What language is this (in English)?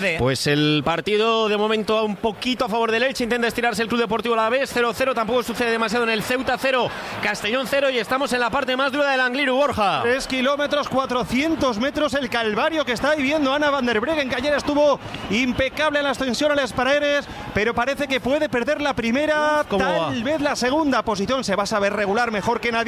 Spanish